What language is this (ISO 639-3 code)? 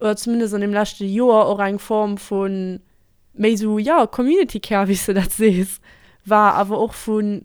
ltz